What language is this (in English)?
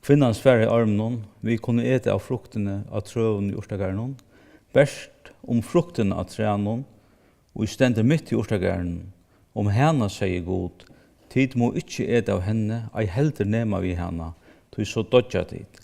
Faroese